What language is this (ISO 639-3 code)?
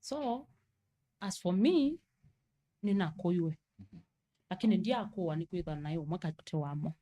kam